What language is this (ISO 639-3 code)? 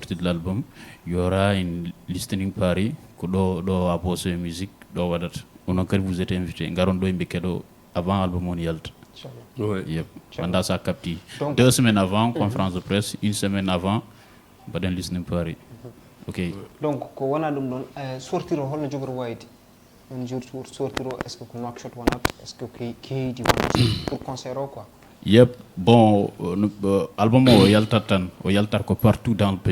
ful